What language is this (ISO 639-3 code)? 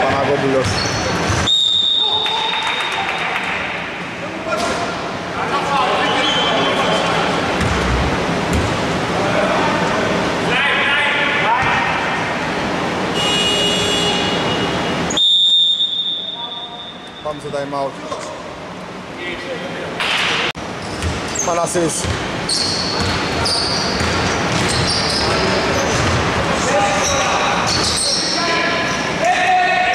ell